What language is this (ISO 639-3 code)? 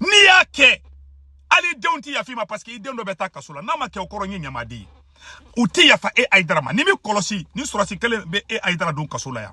bam